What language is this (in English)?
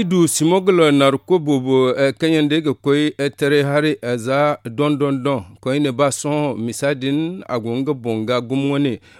Zarma